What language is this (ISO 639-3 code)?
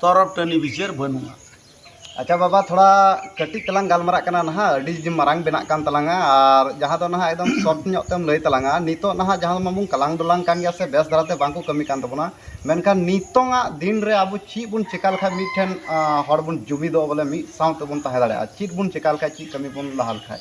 sat